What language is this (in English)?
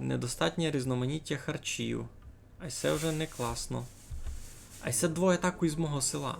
Rusyn